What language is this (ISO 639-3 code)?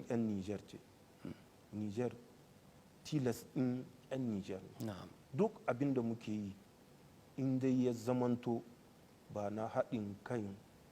hau